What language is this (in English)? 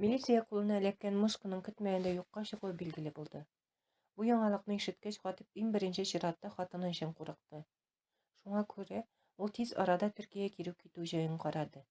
Tatar